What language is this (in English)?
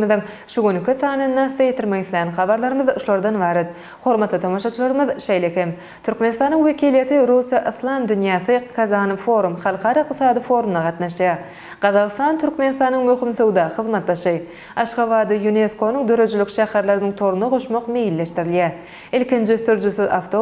Turkmen